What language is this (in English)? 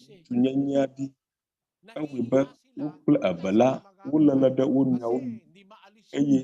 Ewe